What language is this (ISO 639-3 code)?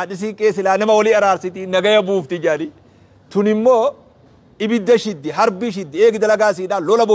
orm